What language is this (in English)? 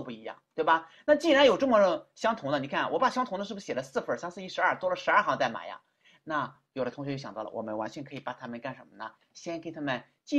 Chinese